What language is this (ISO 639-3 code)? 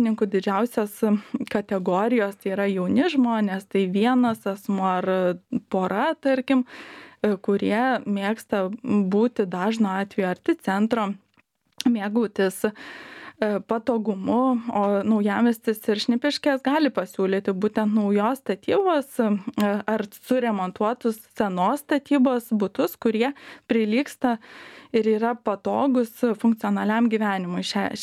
lit